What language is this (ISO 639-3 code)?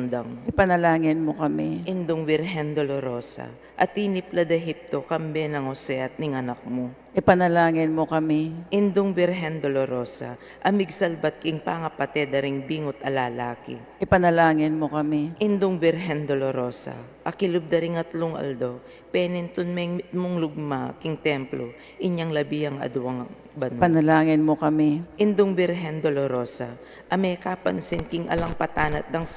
pam